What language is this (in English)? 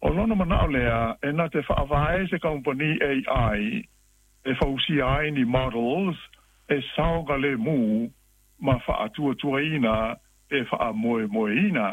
Samoan